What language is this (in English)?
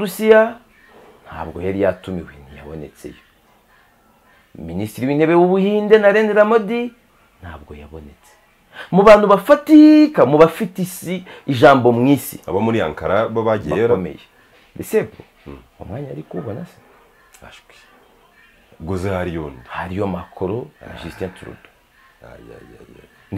Kinyarwanda